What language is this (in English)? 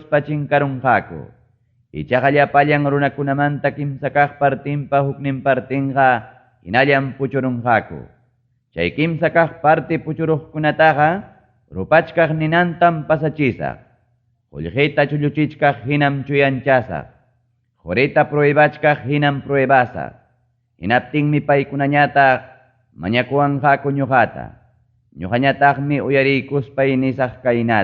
Ayacucho Quechua